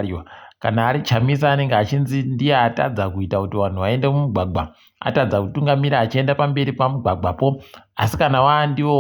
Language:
Ndau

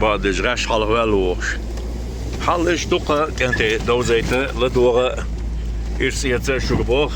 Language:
Chechen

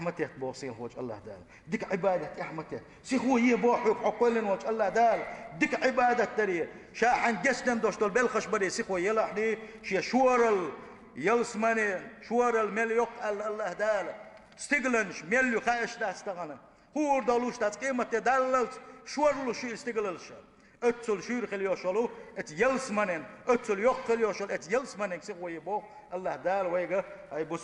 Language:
Chechen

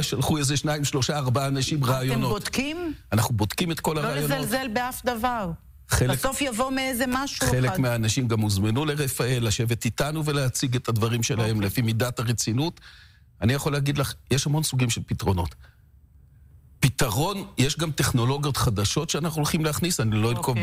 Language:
Hebrew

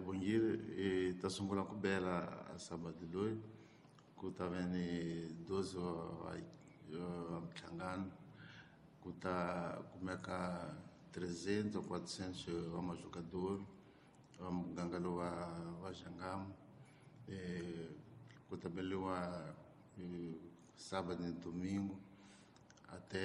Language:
Tsonga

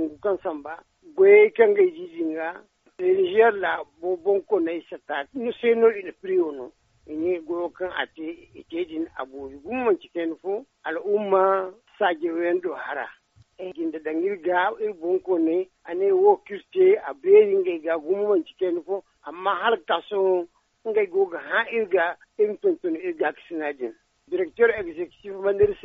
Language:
Zarma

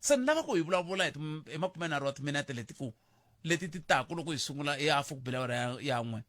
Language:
Tsonga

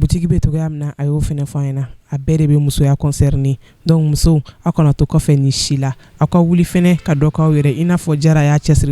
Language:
Bambara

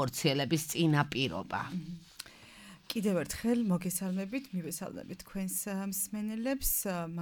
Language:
Georgian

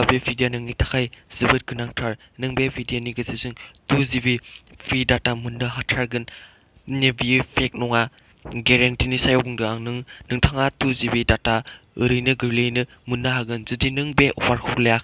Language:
Bodo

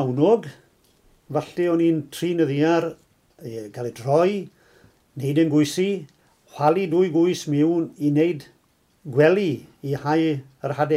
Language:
Welsh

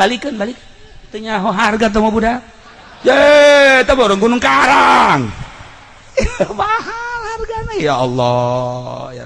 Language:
Sundanese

